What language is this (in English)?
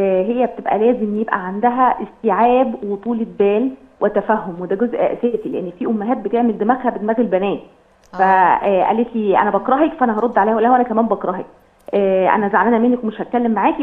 Egyptian Arabic